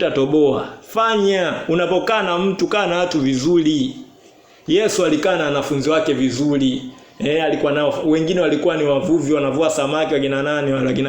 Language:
Swahili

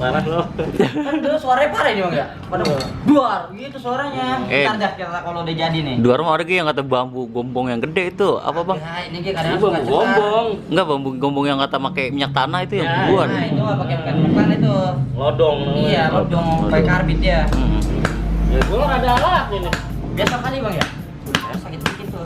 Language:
Betawi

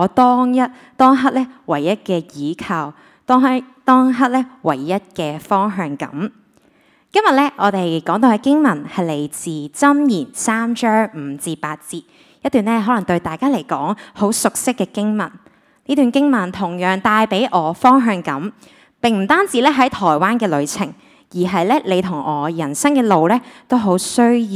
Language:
Cantonese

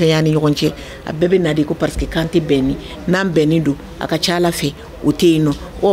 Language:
Bambara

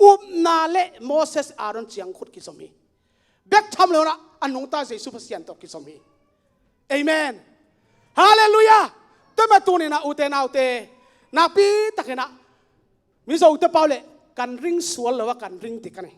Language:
Tedim Chin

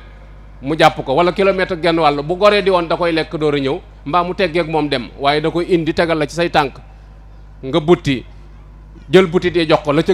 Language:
Wolof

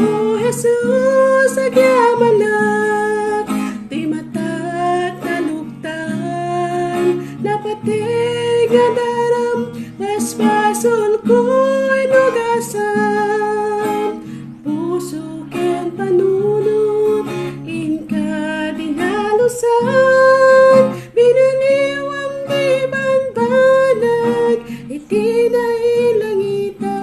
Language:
Iloko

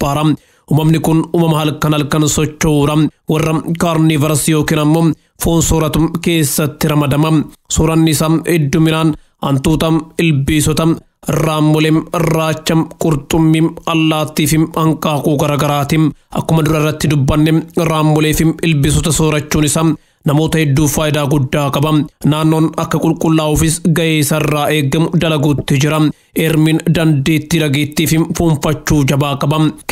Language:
Oromo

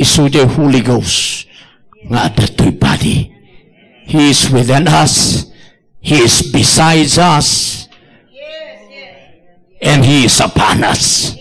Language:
Iloko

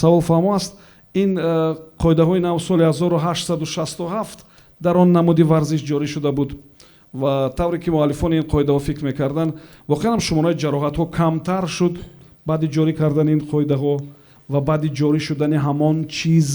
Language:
Tajik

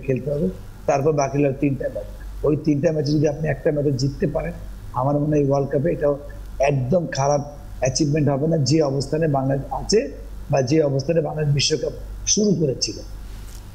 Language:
Bangla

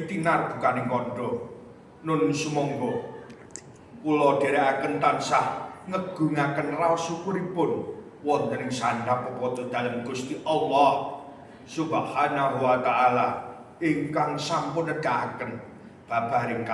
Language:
Javanese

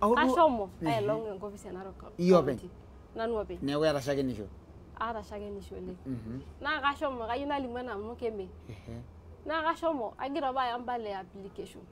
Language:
Masai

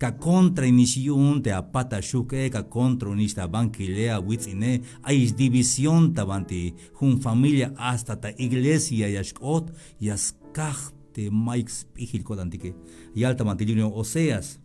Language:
Tzeltal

